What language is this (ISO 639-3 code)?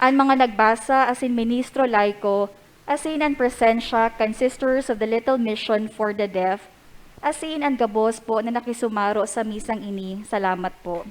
bik